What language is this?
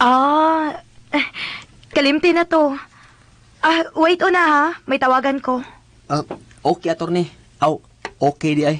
Cebuano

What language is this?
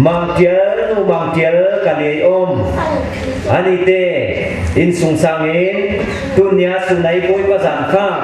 Falam Chin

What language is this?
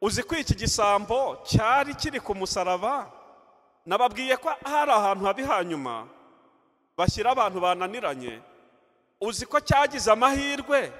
Kinyarwanda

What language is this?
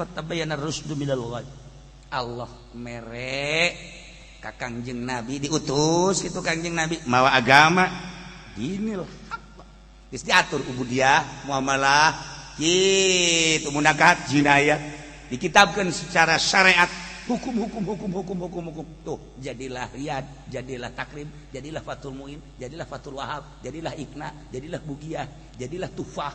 Sundanese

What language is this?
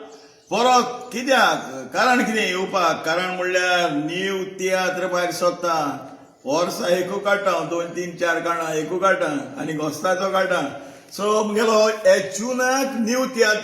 Konkani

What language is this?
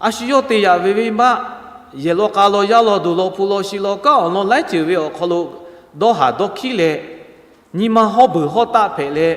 Lahu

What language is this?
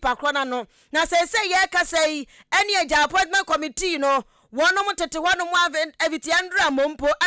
Akan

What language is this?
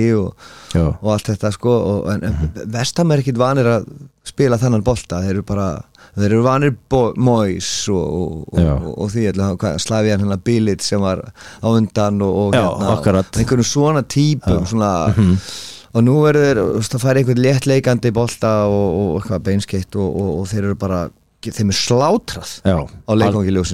Icelandic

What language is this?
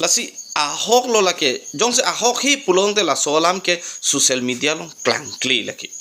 Karbi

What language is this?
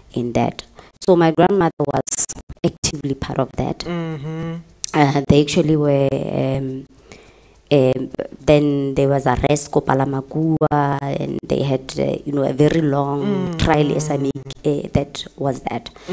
Tswana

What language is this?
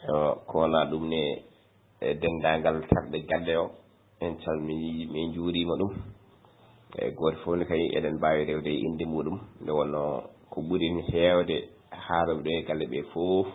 Fula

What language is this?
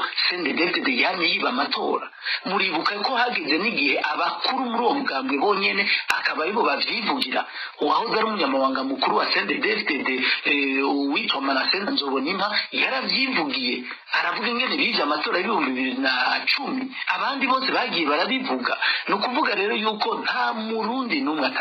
Rundi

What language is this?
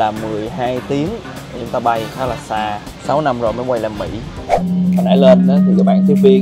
Vietnamese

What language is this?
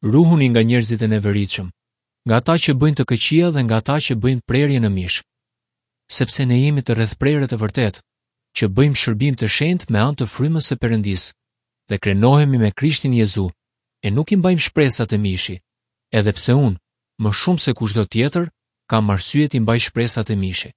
Albanian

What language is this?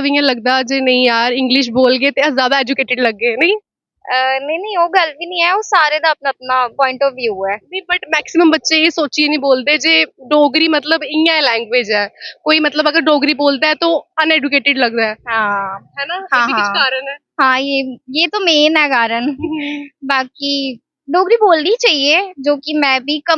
Dogri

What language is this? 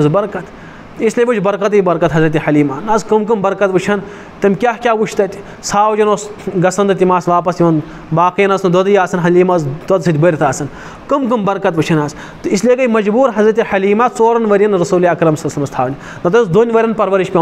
Kashmiri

